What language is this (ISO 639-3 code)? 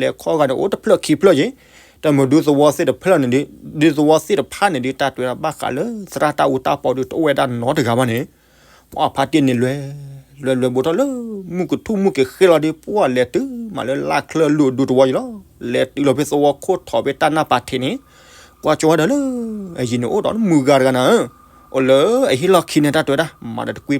ksw